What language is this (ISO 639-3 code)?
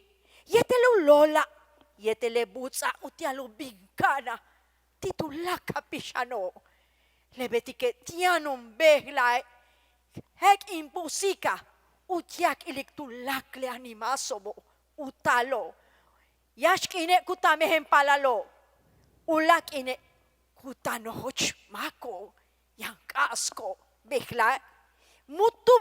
yua